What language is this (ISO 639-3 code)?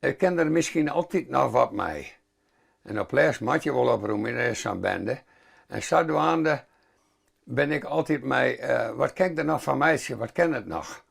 fry